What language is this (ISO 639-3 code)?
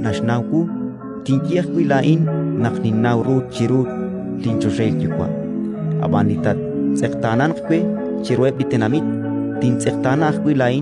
kek